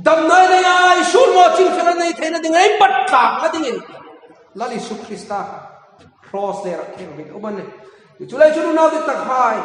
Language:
Hmar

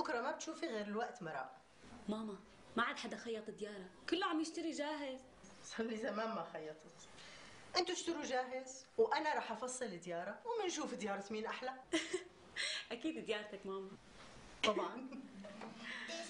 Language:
North Levantine Arabic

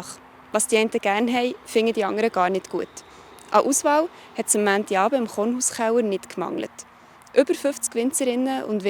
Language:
Swiss German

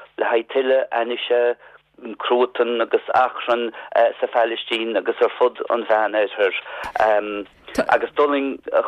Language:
Irish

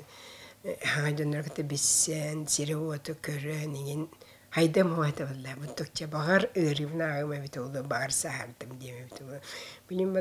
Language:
Yakut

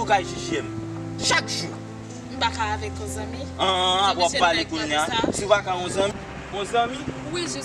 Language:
Haitian Creole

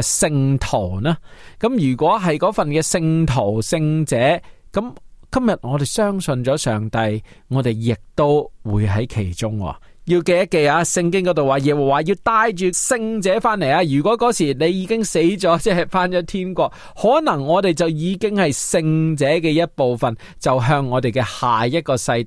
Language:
Cantonese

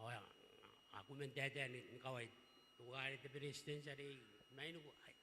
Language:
Gilbertese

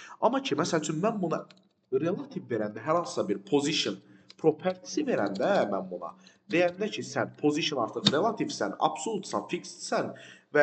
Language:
Azerbaijani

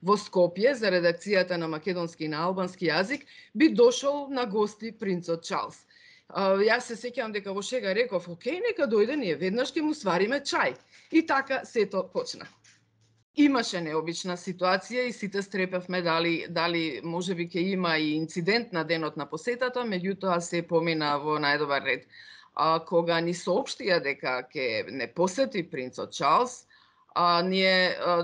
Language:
Macedonian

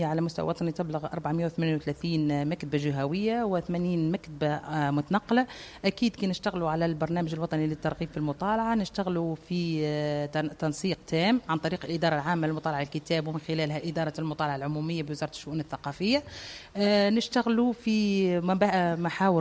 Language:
Tunisian Arabic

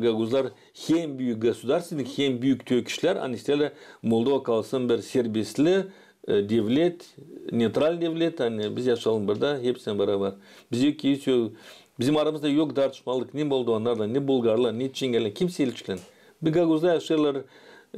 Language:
Gagauz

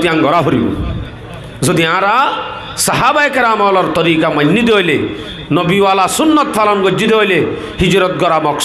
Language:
Rohingya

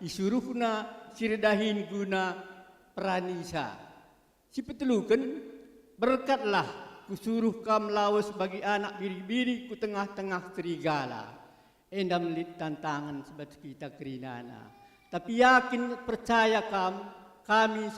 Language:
Batak Karo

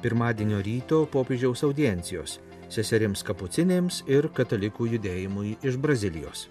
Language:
Lithuanian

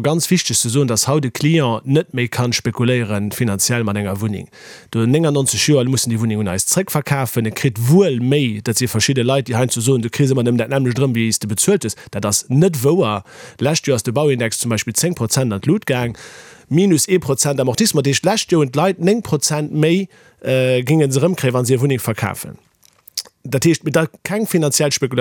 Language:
Luxembourgish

